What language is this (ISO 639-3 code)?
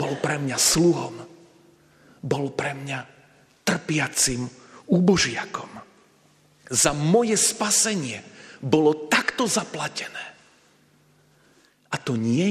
slk